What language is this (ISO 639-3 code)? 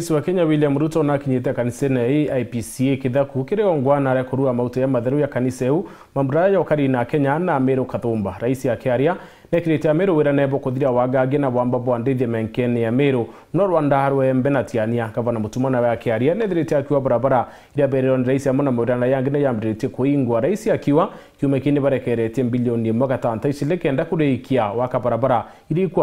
mer